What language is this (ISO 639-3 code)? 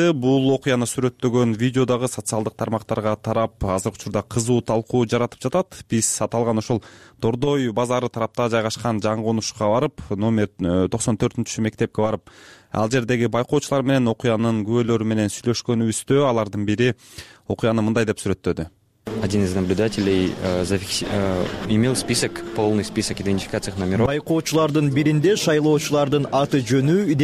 kir